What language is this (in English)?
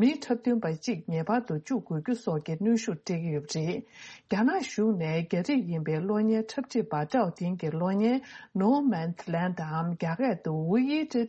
Tibetan